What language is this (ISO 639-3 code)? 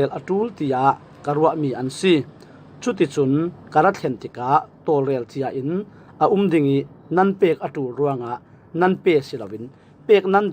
cfm